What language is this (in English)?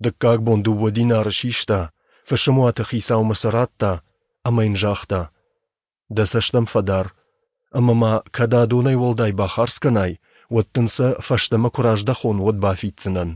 Ossetic